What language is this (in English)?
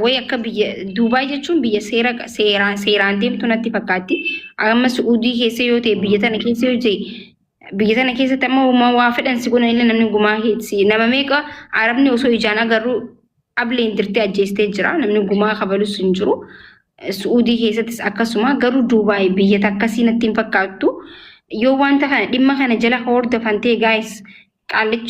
Oromo